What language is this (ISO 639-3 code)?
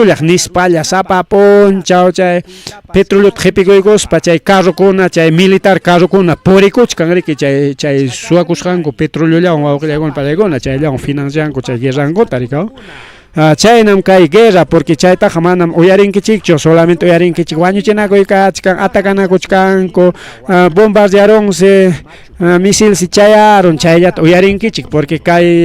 quy